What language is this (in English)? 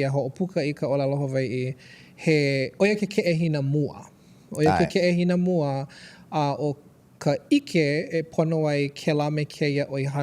Hawaiian